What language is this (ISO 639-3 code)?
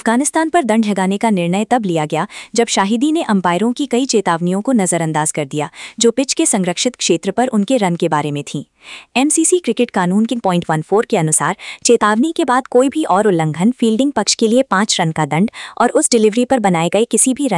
hin